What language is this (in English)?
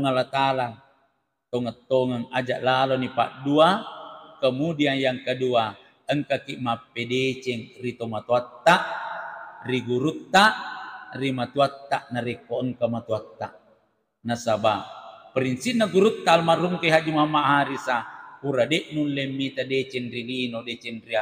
Buginese